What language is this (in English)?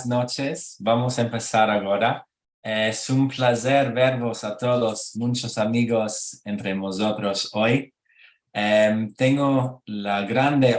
Ladino